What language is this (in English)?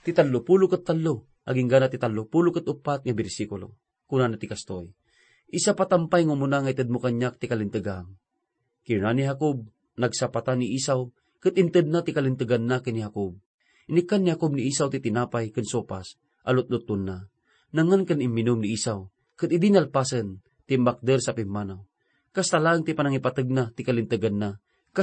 Iloko